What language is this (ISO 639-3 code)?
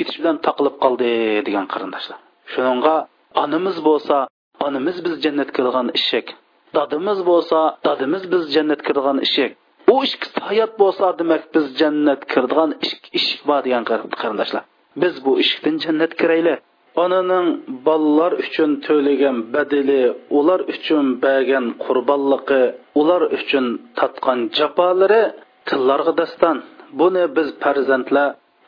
uig